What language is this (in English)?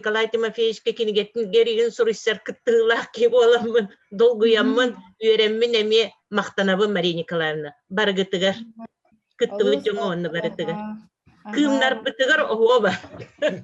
Yakut